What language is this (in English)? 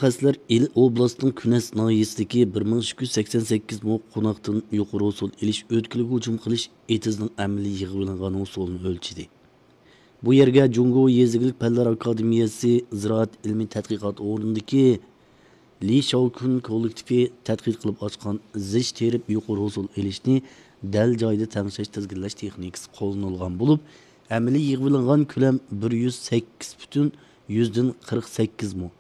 Uyghur